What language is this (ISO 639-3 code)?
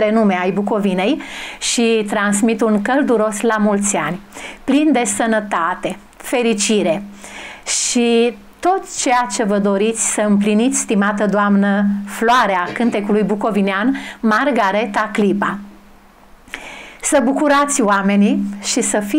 ron